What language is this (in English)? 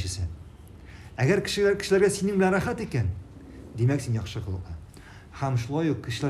Tatar